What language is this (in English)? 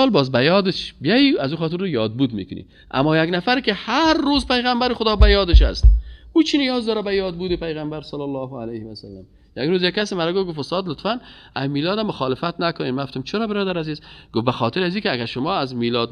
Persian